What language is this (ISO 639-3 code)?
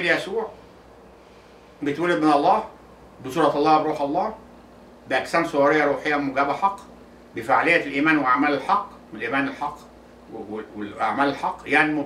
arz